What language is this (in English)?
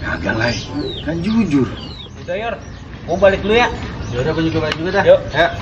Betawi